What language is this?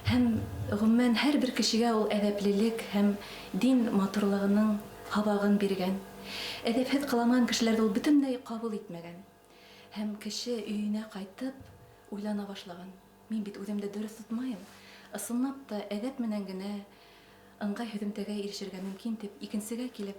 Bashkir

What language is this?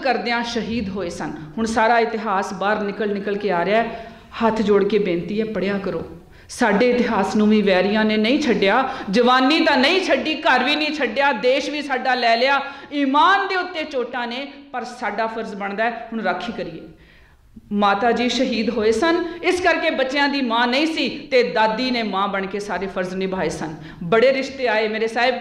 Punjabi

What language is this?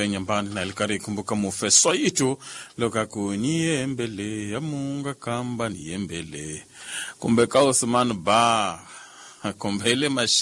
Tsonga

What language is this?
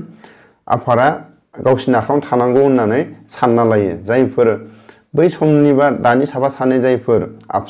Bodo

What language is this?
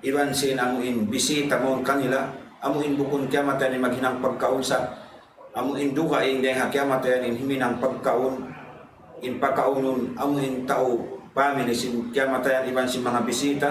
Tausug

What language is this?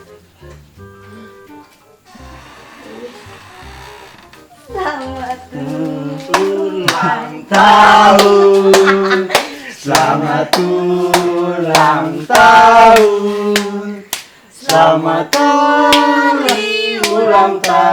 Ambonese Malay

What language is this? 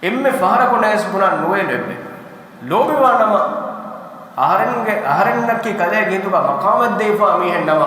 Divehi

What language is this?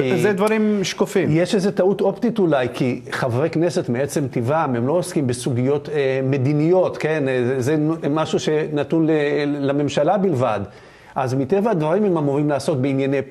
Hebrew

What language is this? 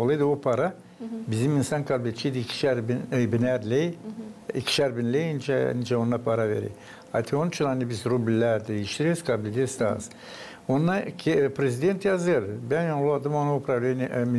Gagauz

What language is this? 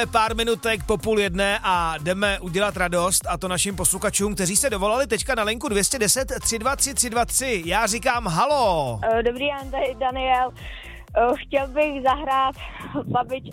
Czech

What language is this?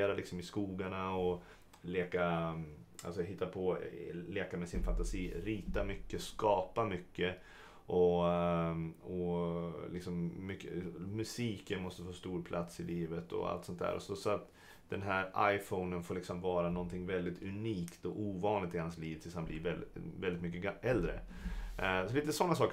Swedish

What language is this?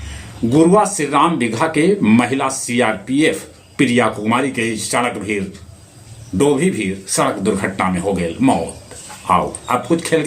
Magahi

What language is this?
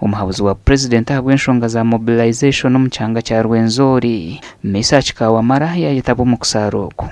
Nyankole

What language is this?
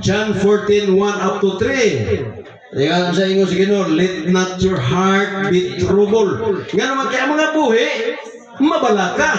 Cebuano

